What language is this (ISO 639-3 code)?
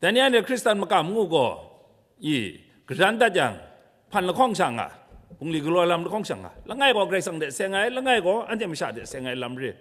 kac